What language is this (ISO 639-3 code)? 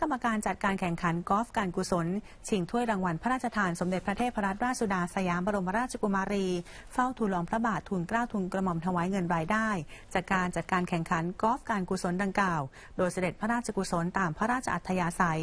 tha